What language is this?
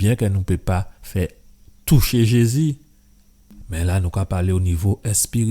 Guadeloupean Creole French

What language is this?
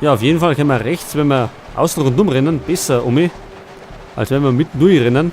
Bavarian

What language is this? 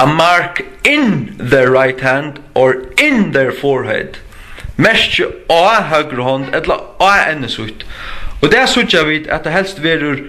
Faroese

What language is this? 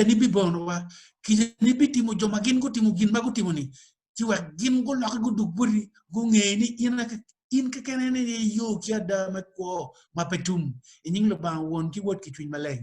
Acoli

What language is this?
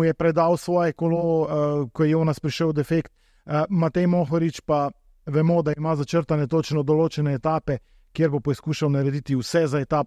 Slovenian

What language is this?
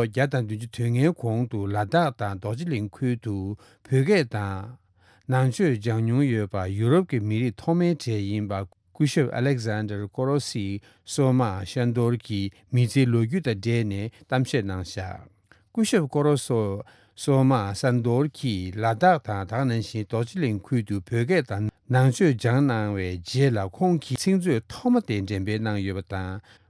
Tibetan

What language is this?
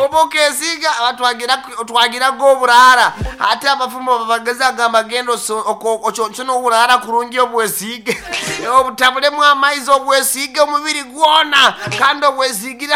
Nyankole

